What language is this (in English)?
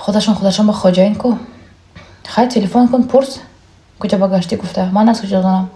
Tajik